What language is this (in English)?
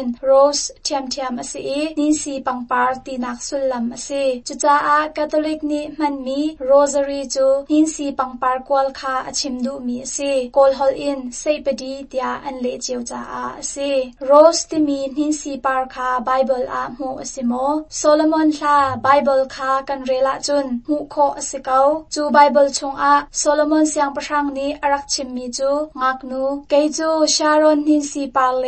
Hakha Chin